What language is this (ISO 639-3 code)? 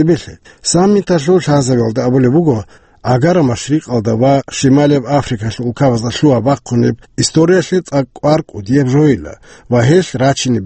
ava